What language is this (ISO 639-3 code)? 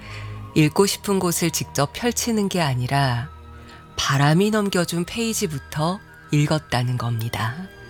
kor